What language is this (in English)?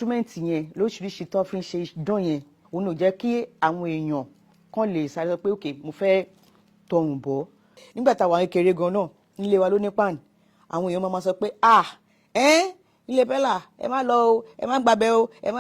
Yoruba